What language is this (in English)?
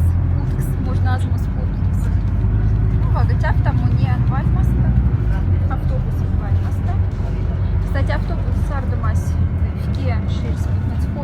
Moksha